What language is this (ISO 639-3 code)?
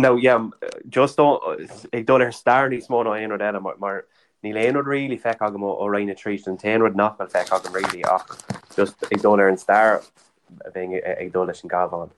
gle